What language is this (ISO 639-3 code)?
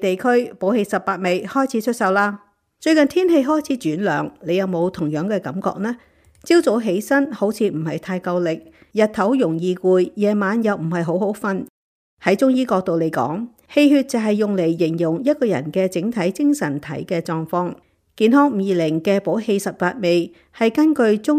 yue